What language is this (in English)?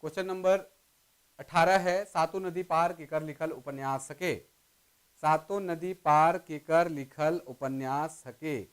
Sadri